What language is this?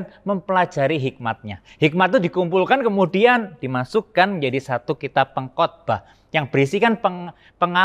Indonesian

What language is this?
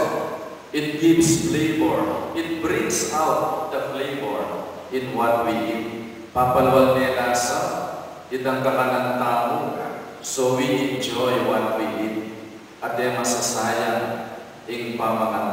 Pampanga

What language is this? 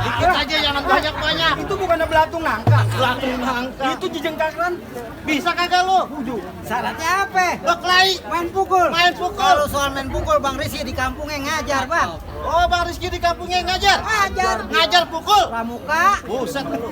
Betawi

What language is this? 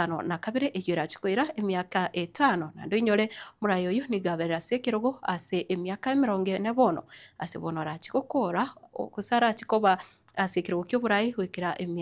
Gusii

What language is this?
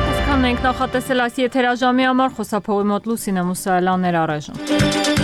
Armenian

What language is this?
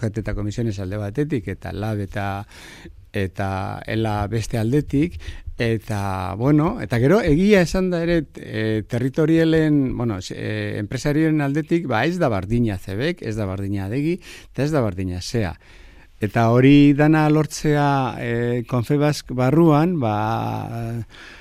Basque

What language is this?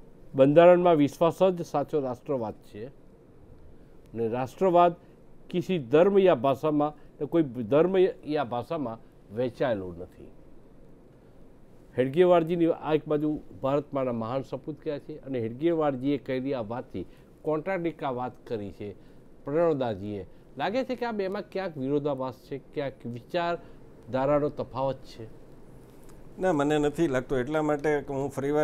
Gujarati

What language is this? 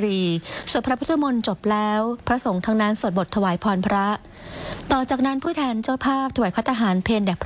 Thai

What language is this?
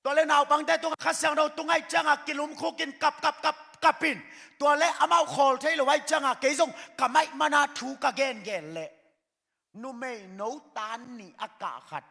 Tedim Chin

